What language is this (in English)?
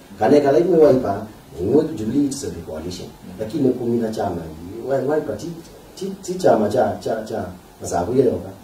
Kamba